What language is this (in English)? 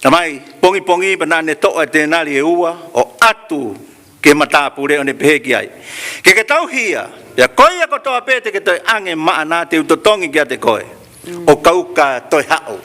Tongan